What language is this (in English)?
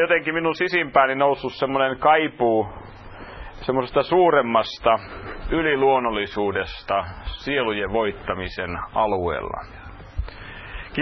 Finnish